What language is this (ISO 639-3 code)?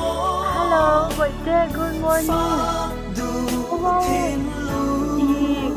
lus